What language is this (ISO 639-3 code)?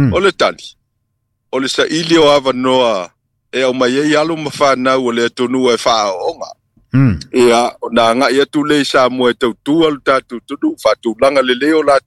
smo